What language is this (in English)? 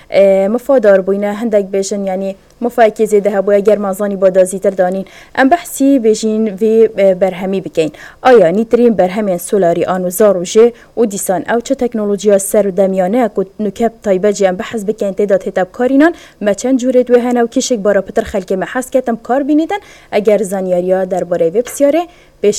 Kurdish